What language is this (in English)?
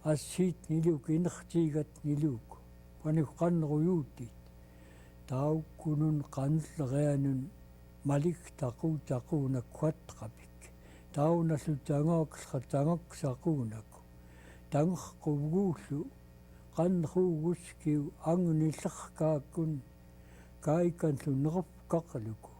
Central Yupik